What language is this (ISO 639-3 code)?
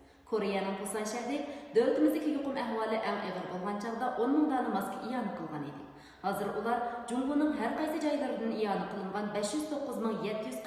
uig